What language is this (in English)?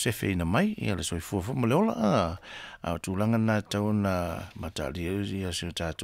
Samoan